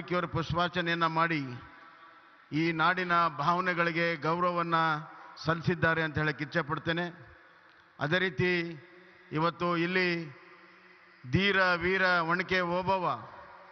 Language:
Kannada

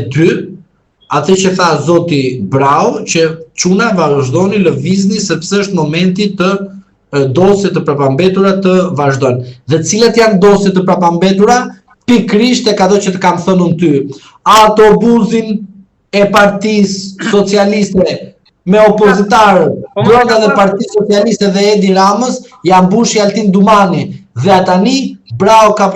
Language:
Albanian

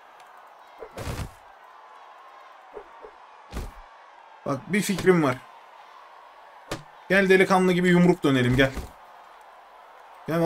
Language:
Turkish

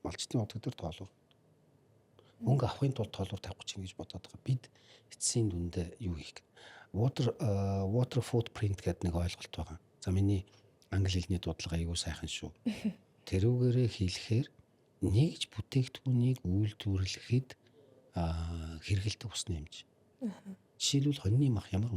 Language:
Mongolian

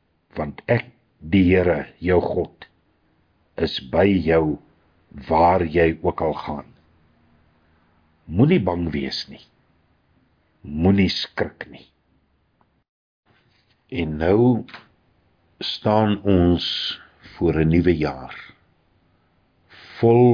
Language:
Afrikaans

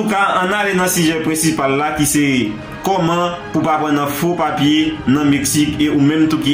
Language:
Haitian Creole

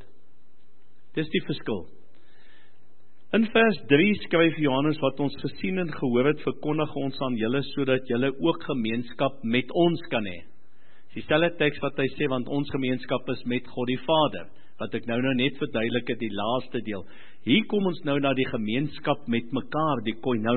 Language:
Afrikaans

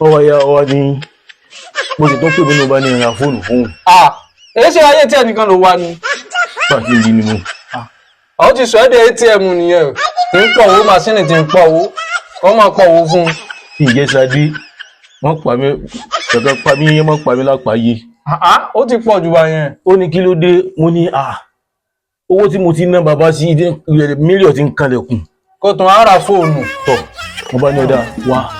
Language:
Yoruba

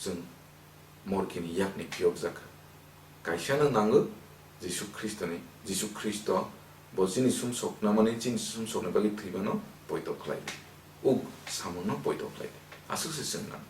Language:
Kok Borok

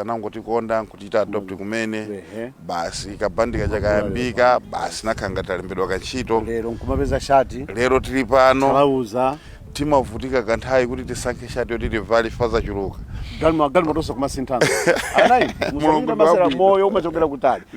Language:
Nyanja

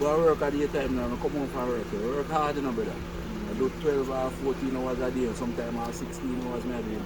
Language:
Jamaican Creole English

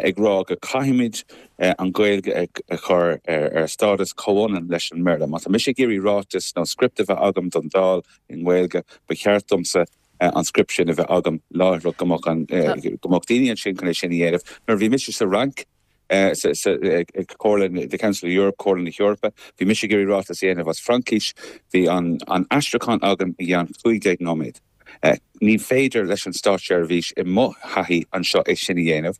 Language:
Irish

